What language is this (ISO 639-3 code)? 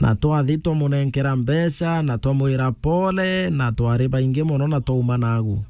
mer